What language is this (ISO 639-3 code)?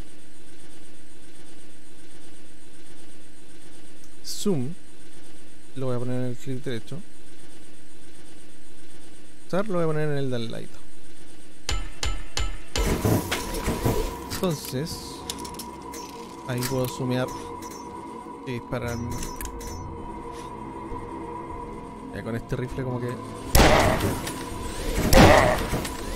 spa